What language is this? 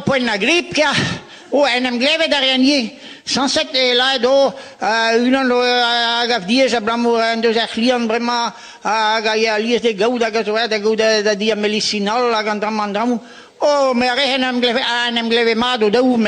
Breton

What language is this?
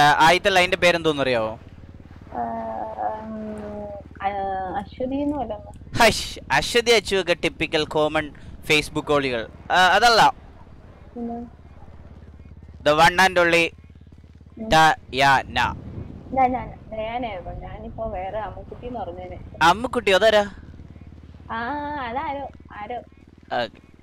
Malayalam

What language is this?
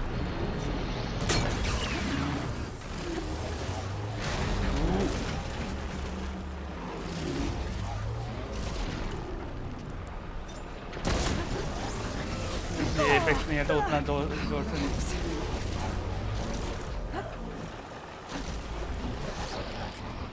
Hindi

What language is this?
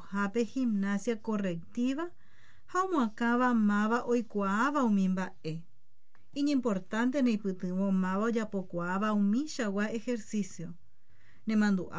Guarani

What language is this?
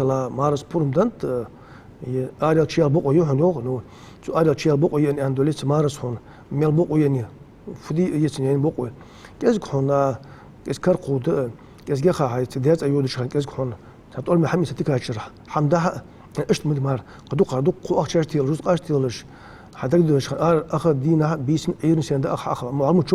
Ingush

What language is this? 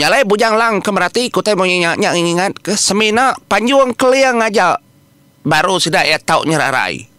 Iban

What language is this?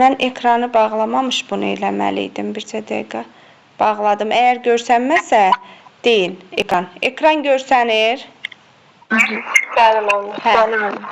Azerbaijani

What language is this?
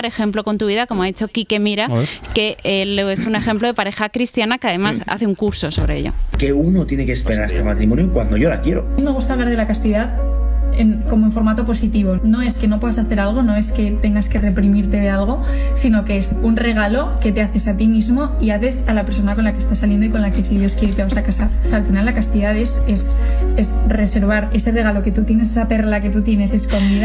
Spanish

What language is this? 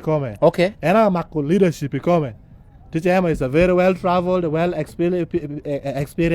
Lango (Uganda)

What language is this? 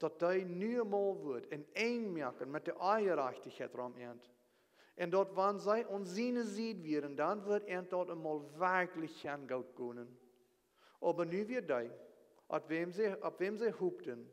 Plautdietsch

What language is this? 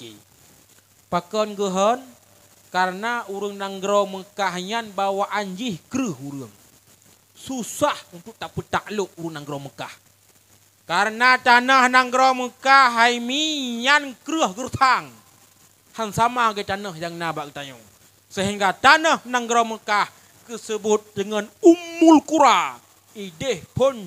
Achinese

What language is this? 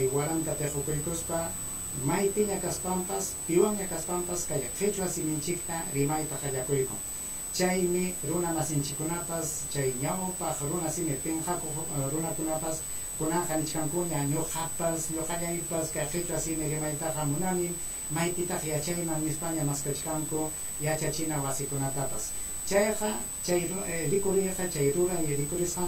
Ayacucho Quechua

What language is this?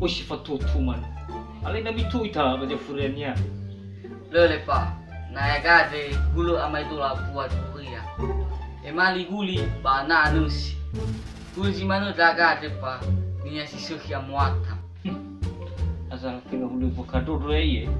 Nias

